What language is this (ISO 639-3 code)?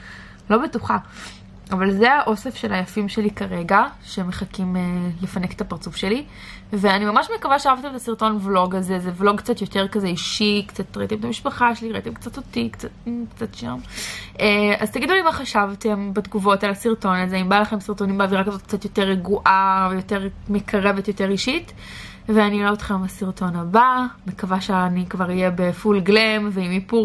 heb